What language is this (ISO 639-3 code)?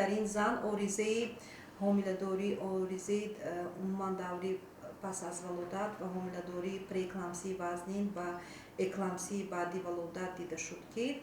tgk